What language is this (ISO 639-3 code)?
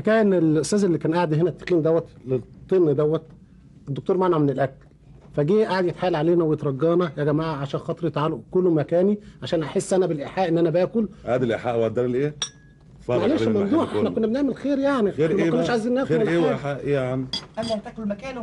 arz